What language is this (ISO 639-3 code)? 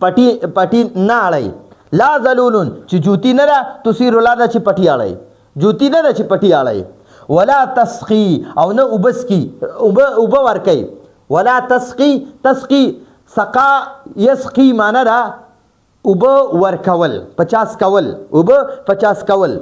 pus